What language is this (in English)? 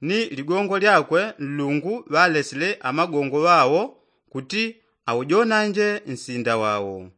Yao